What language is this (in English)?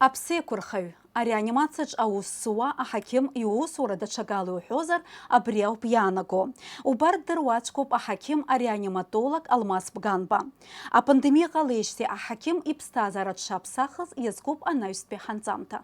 Abkhazian